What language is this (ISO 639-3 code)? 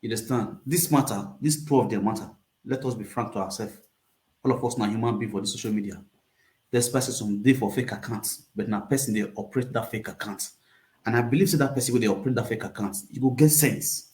pcm